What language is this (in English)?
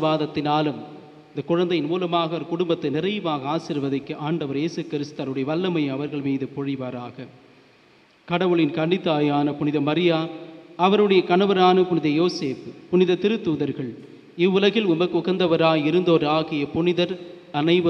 Tamil